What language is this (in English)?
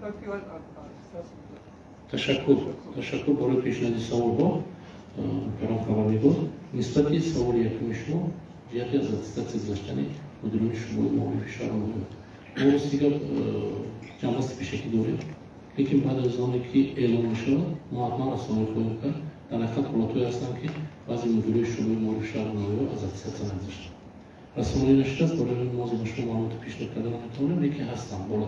Tajik